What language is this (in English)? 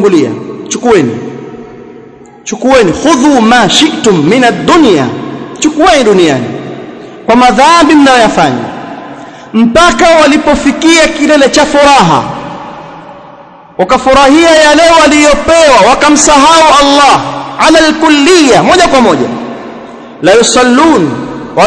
Swahili